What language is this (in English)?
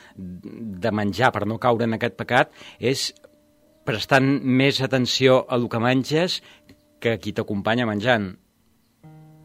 Catalan